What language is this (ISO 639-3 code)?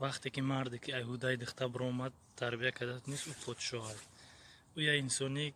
tgk